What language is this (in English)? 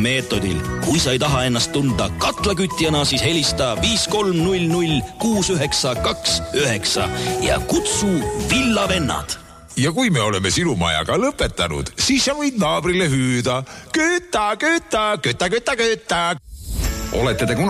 Estonian